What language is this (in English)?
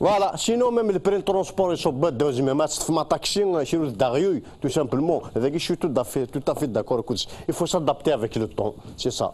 Kabyle